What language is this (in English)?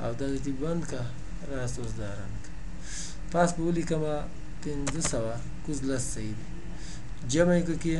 Pashto